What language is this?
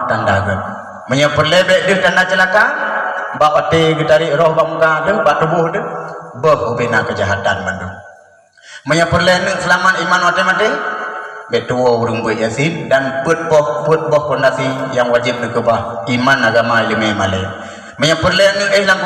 Achinese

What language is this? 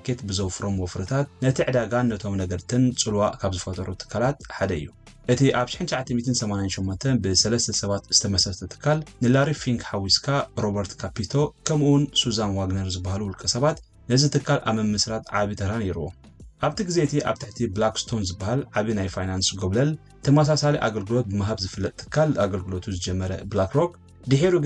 Tigrinya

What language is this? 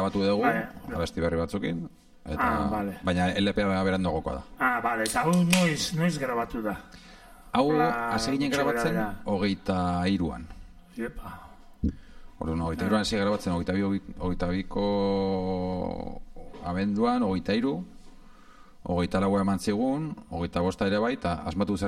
Basque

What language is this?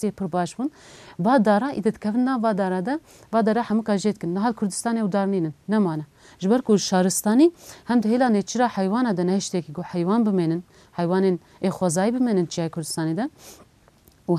Kurdish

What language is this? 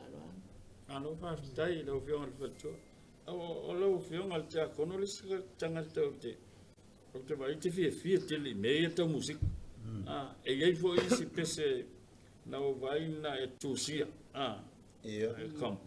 Samoan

